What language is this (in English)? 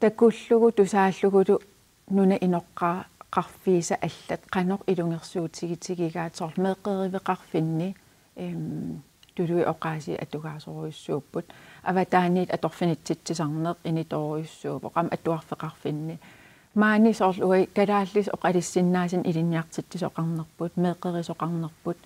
Kalaallisut